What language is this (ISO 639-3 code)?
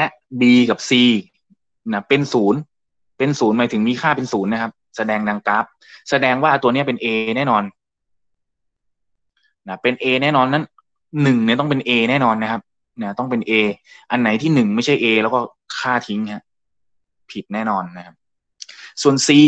tha